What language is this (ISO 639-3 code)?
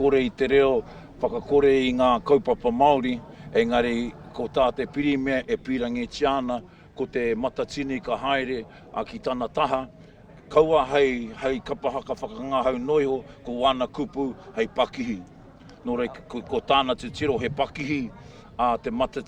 mri